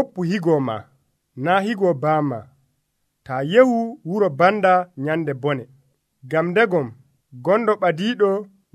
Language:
Nigerian Fulfulde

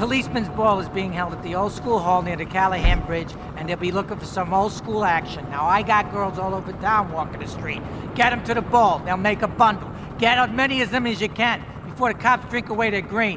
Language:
English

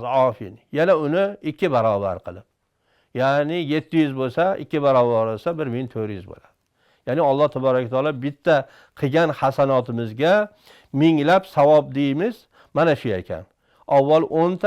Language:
Uzbek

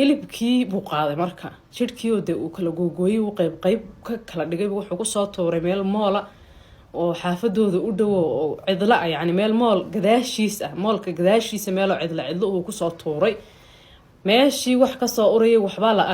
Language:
Somali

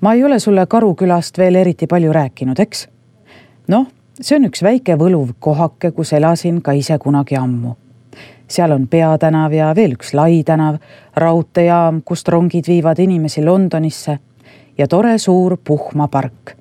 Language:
Estonian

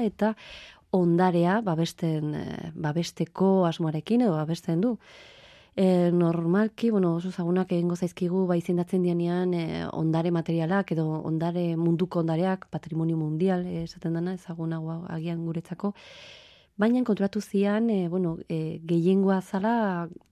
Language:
Basque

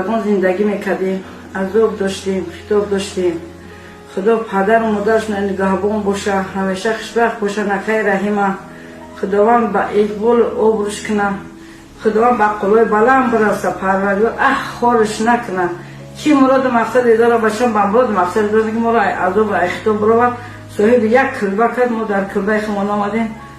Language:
Tajik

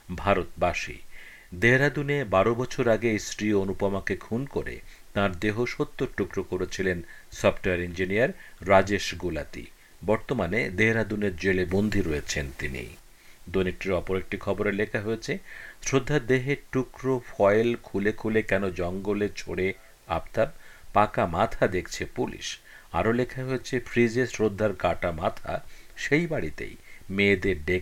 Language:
Bangla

